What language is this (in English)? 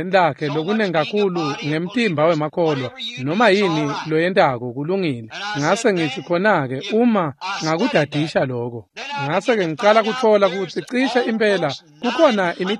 Swati